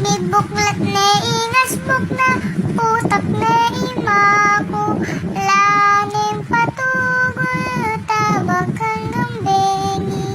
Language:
Pampanga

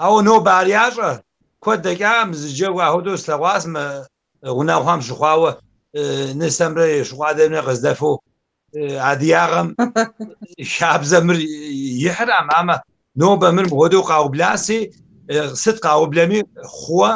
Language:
Kabardian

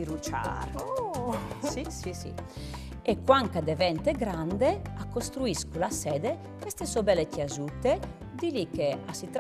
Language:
Friulian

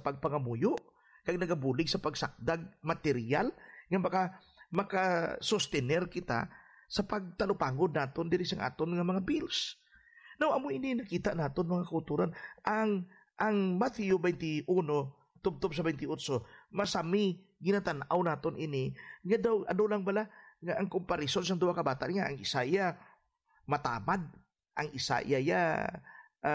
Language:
Hiligaynon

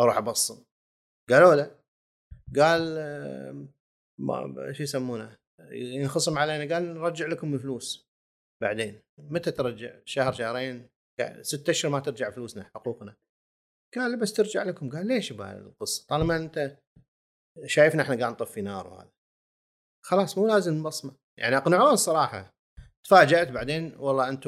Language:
Gulf Arabic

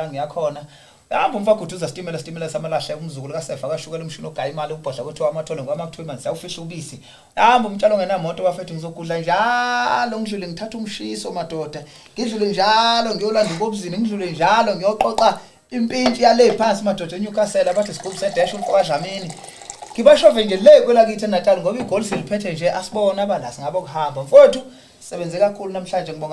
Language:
Zulu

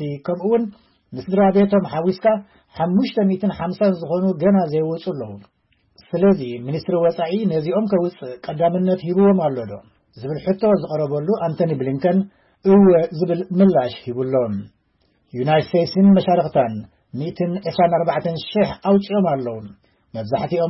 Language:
Tigrinya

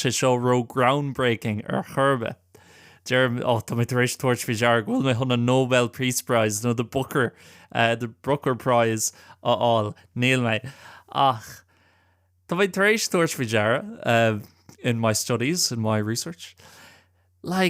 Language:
Irish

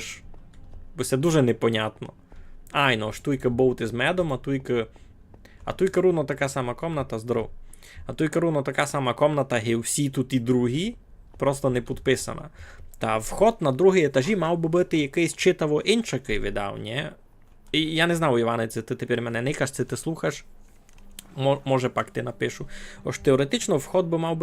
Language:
Rusyn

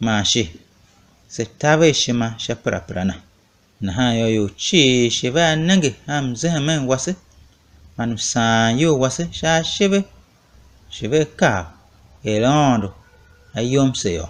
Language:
Tiv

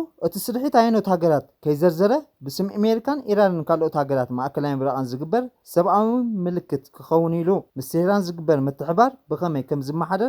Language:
Tigrinya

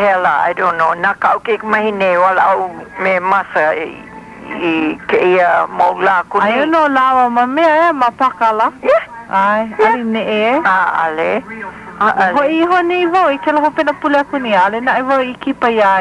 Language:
Hawaiian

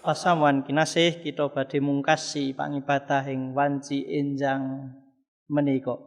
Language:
Javanese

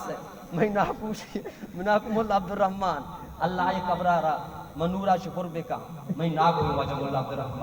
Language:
Baluchi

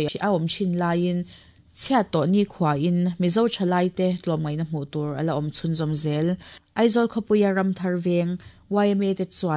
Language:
Mizo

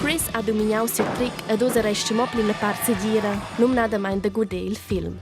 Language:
Romansh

